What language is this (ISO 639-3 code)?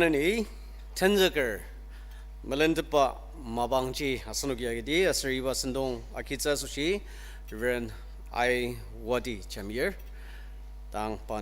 njo